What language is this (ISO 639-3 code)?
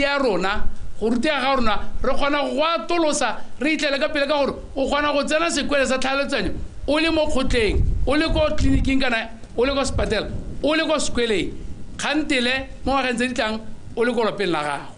tsn